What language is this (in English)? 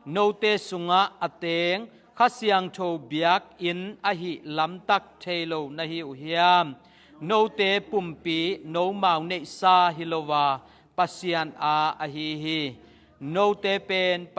Tedim Chin